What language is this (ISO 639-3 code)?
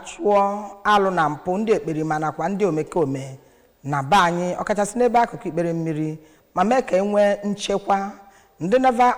ibo